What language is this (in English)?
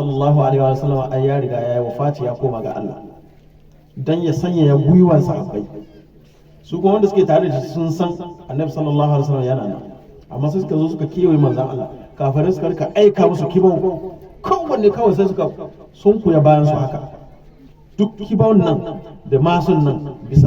Hausa